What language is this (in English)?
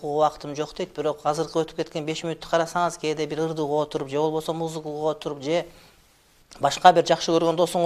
Kyrgyz